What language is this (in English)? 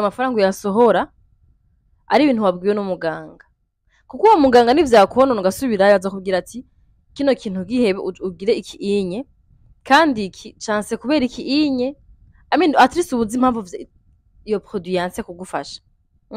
Rundi